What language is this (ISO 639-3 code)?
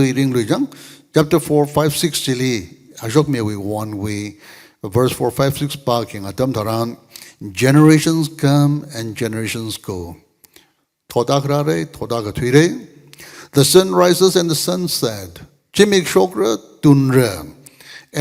nmf